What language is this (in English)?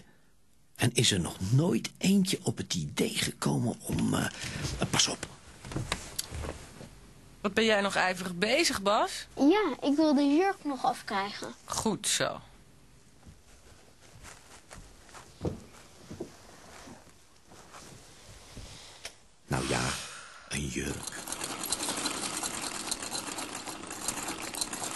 Dutch